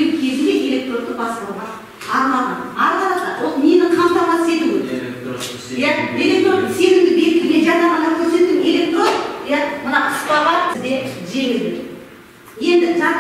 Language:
Kazakh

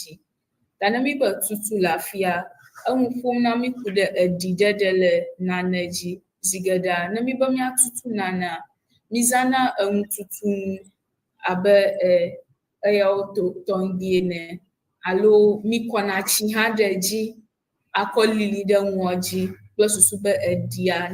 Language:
Ewe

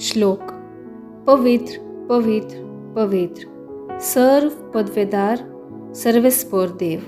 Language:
Konkani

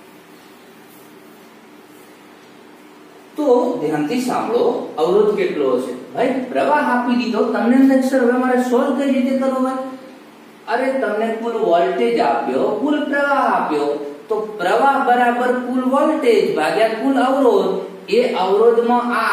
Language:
Gujarati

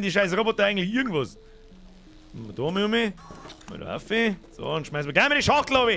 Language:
Bavarian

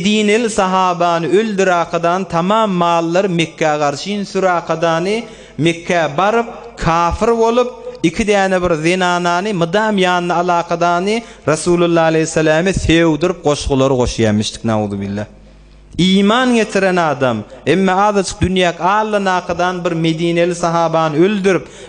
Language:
Turkmen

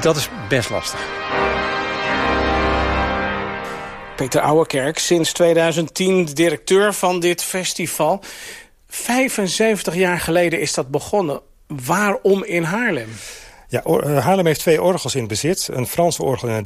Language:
Dutch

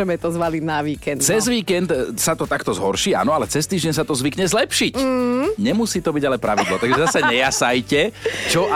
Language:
Slovak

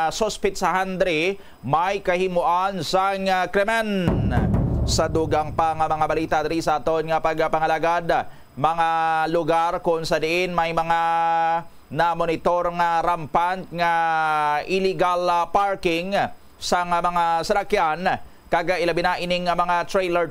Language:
Hiligaynon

